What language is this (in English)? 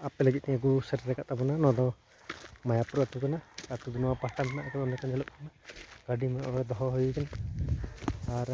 Santali